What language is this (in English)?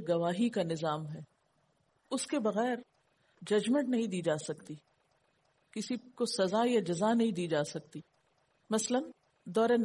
Urdu